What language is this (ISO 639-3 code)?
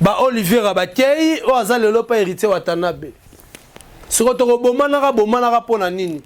lin